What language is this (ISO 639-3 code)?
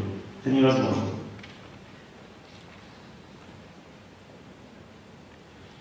rus